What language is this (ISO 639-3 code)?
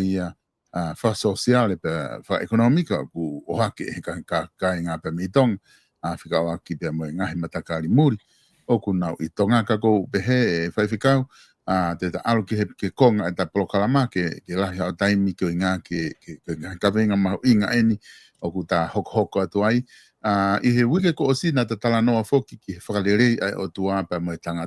ton